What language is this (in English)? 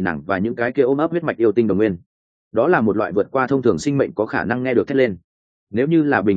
Vietnamese